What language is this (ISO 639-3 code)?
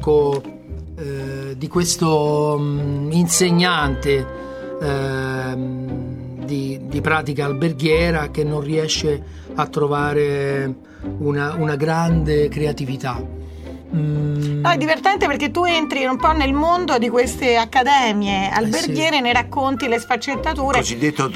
ita